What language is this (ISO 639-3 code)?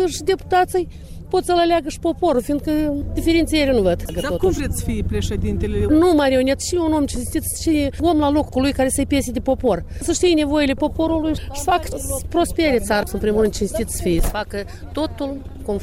ron